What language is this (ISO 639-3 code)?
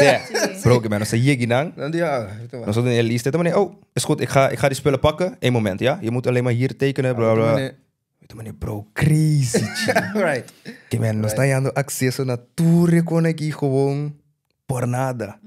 pap